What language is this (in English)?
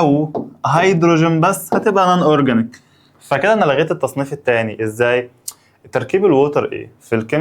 Egyptian Arabic